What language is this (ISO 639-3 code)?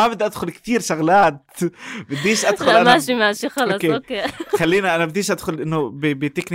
apc